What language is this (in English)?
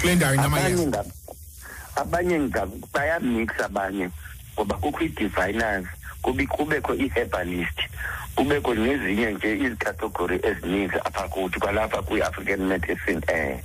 Xhosa